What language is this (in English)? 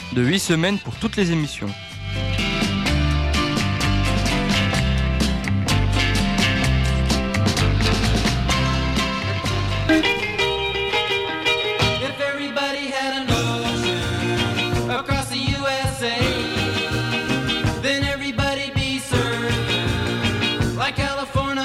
French